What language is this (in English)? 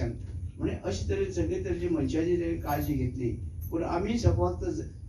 Konkani